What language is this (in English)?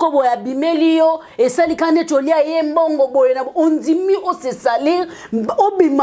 Lingala